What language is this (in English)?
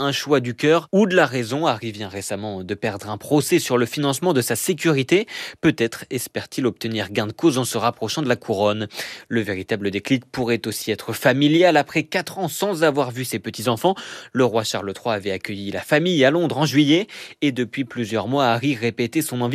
French